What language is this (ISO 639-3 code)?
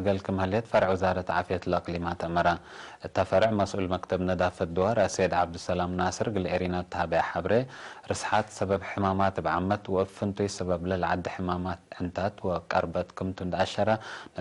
tig